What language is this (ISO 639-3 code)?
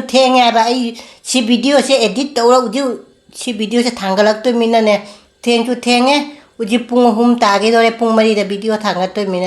mni